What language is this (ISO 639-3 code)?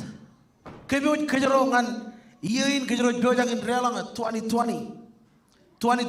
mah